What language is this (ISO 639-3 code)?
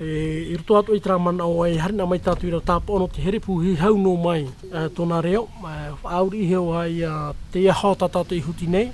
tah